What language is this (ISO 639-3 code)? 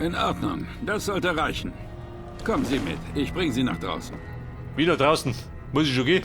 bar